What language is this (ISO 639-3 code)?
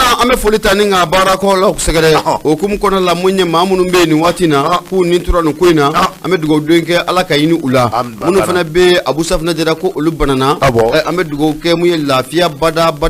bam